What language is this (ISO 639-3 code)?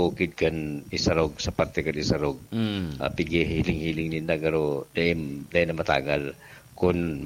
bik